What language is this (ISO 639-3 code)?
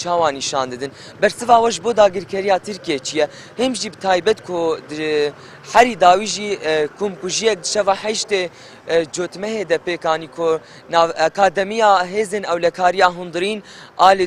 kur